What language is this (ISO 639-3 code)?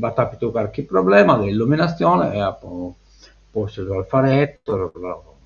srd